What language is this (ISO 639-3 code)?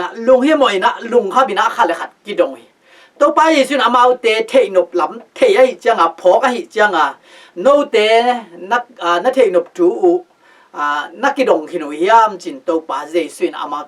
ctd